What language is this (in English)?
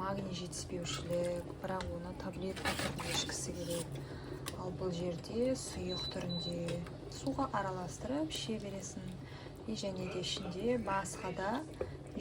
Kazakh